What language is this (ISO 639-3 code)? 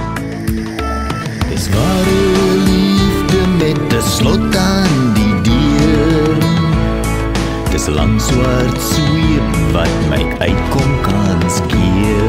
afr